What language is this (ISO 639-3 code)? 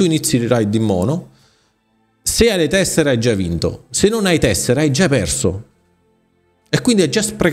ita